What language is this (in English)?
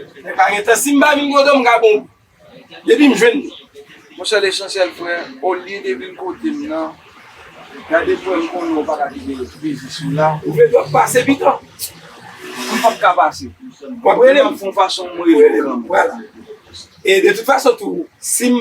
Haitian Creole